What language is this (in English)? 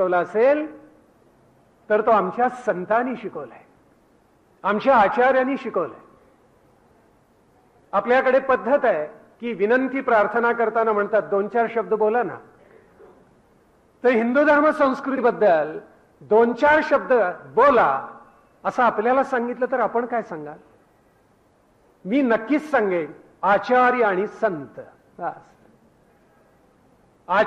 Marathi